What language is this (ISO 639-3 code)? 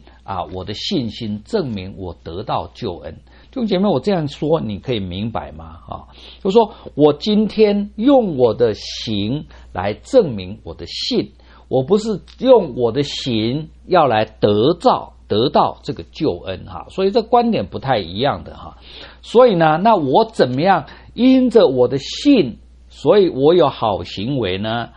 zho